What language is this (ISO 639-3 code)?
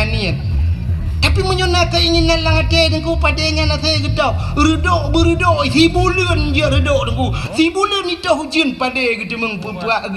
ace